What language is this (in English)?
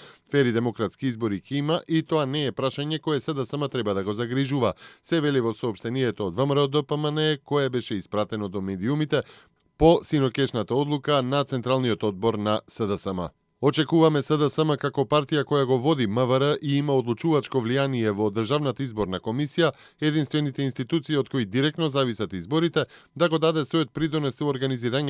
Macedonian